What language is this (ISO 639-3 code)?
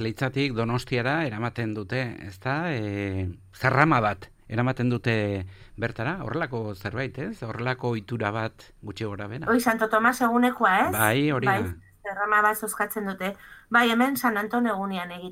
eus